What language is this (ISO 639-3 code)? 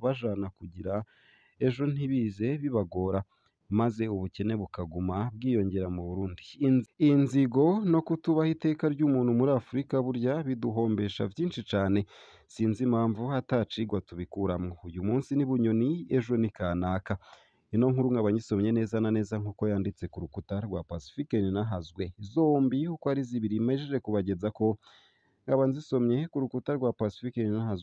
run